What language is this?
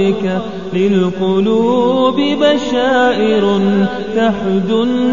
Bosnian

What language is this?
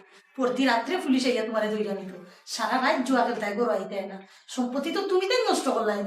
Sylheti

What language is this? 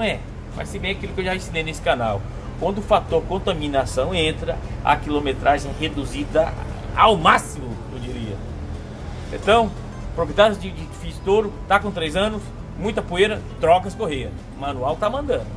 Portuguese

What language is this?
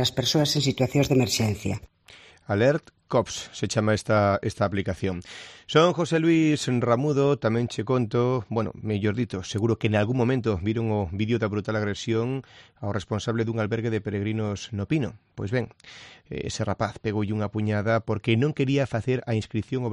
Galician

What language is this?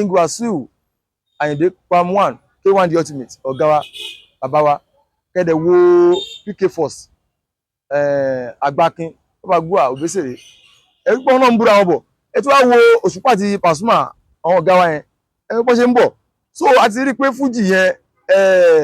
Yoruba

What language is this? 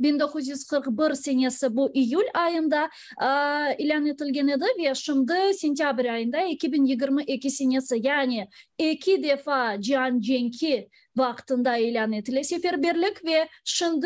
Crimean Tatar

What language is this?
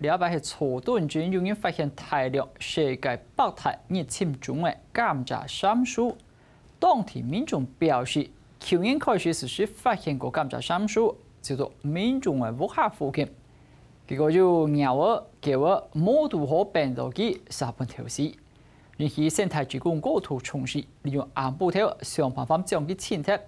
Hakka Chinese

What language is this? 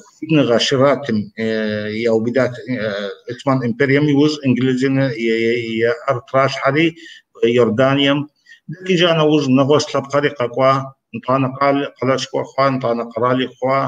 Kabardian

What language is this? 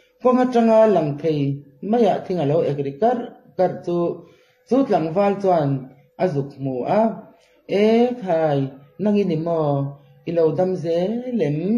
Mizo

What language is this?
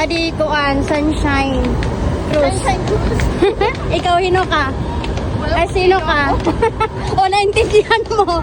Waray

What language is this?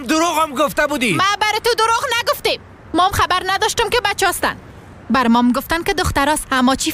Persian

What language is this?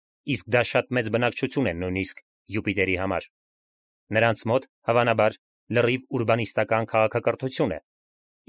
Armenian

